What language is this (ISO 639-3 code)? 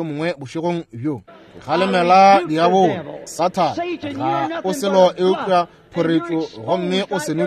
nso